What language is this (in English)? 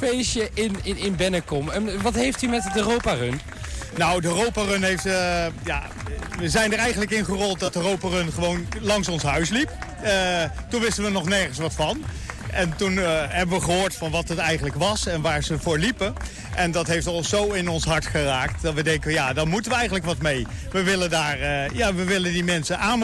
Dutch